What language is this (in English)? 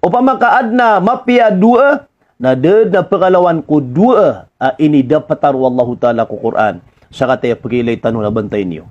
Maranao